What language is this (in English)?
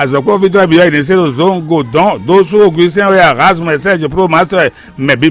Fon